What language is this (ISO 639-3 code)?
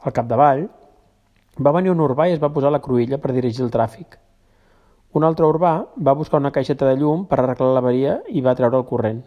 cat